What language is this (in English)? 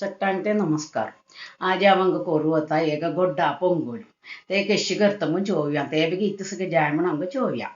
Konkani